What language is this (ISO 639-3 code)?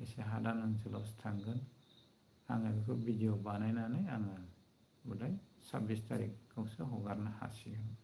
brx